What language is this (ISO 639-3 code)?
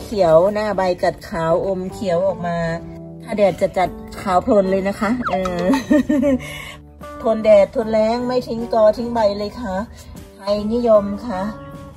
tha